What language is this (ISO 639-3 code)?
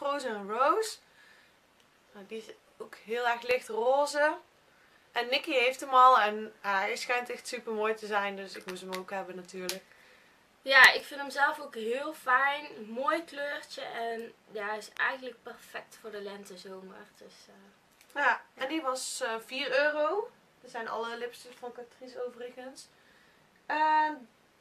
nld